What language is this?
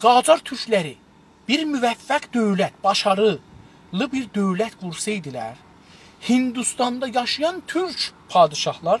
South Azerbaijani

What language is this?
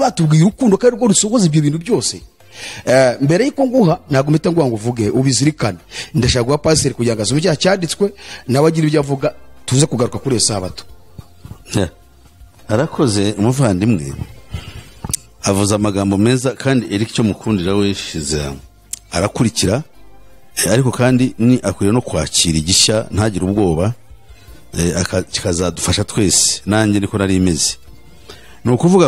Kinyarwanda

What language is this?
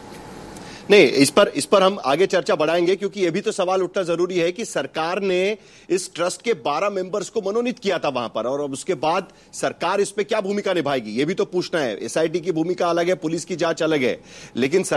Hindi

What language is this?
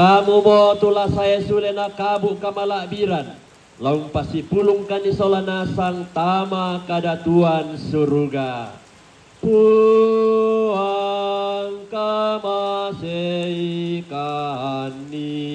Toraja-Sa'dan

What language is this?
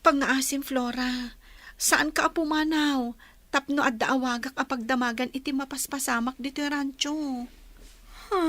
Iloko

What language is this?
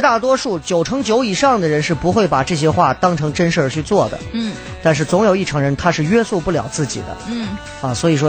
Chinese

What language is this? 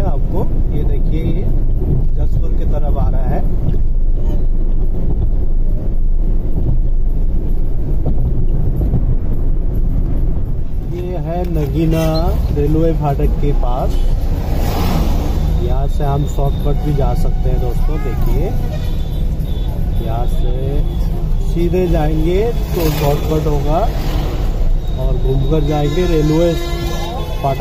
Hindi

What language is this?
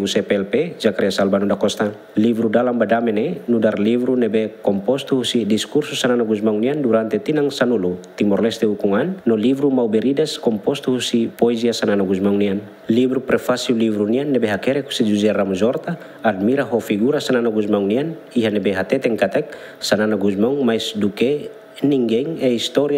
Tetum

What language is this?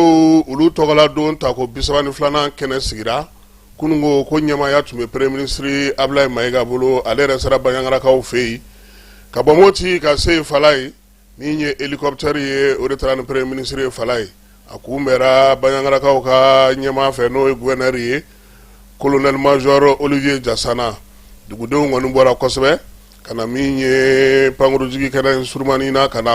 Bambara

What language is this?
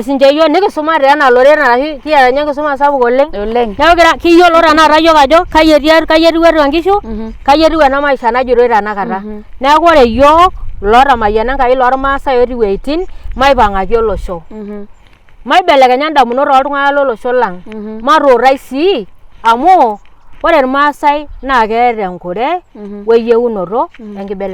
Masai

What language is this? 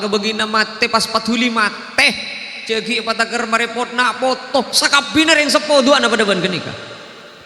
Madurese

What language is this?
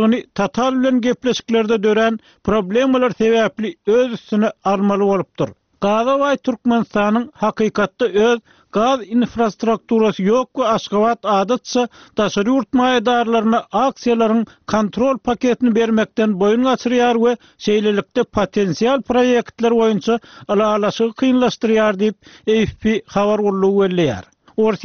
Turkmen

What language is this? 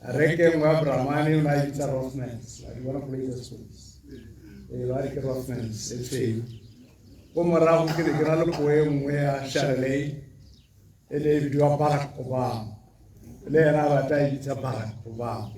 Tswana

